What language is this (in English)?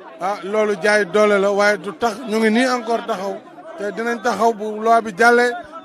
Wolof